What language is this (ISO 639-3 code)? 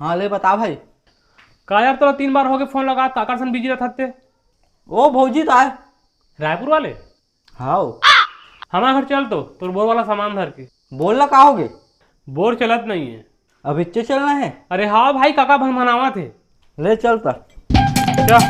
hne